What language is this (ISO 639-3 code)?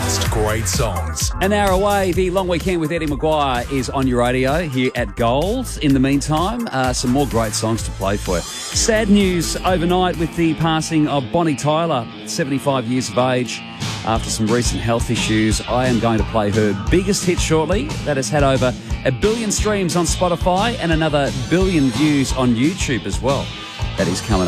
eng